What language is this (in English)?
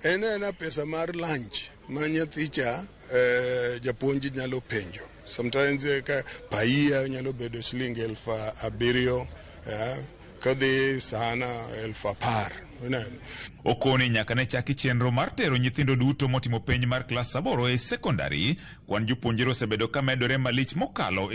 Luo (Kenya and Tanzania)